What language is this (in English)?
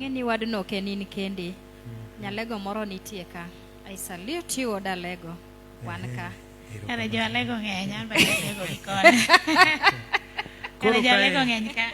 Luo (Kenya and Tanzania)